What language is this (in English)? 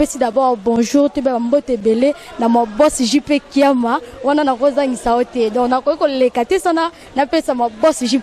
Lingala